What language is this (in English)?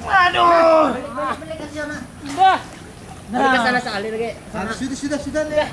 Banjar